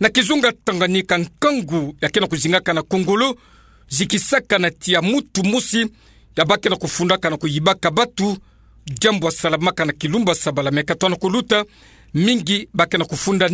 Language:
Kituba (Democratic Republic of Congo)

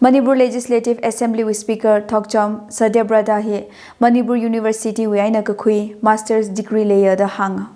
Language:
Tangkhul Naga (India)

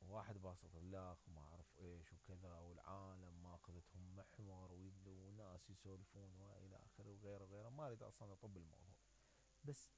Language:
Mesopotamian Arabic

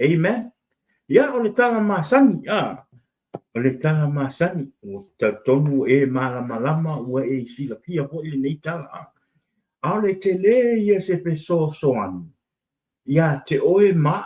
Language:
Samoan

